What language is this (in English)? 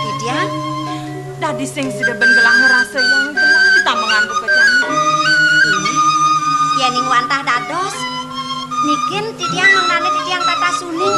Balinese